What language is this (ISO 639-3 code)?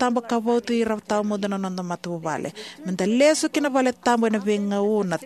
fij